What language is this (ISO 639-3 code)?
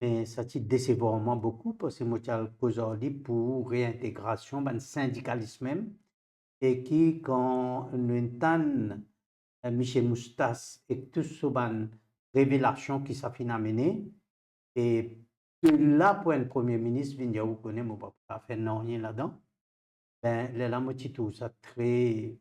mfe